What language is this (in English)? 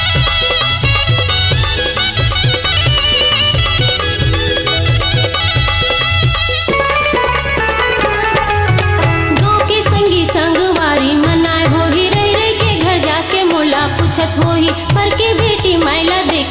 Chhattisgarhi